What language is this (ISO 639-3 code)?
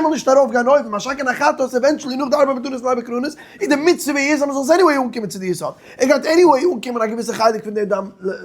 yid